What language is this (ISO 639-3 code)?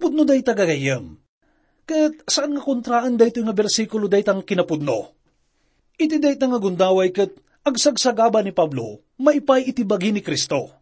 ilo